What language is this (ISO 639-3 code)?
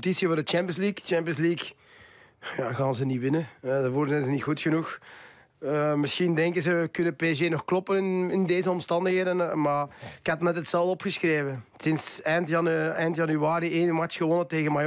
nld